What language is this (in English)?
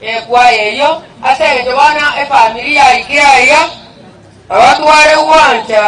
Gusii